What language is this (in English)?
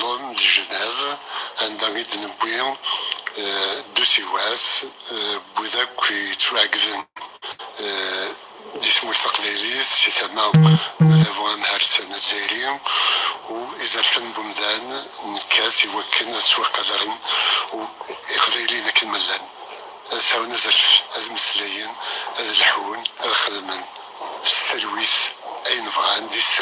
Kabyle